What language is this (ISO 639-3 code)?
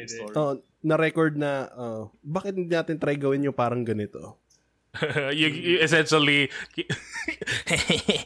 fil